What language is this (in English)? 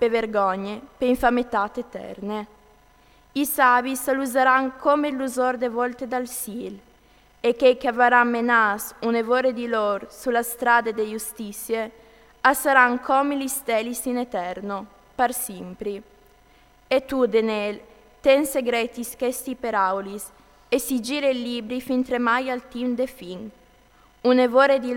Friulian